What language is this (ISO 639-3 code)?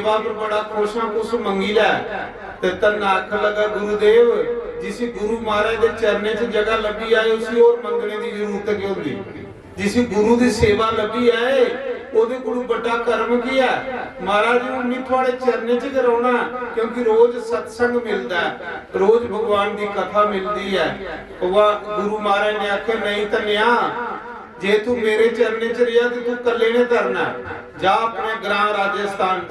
doi